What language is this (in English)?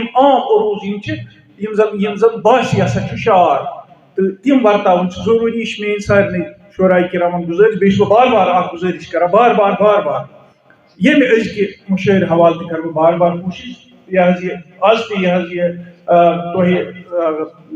Kashmiri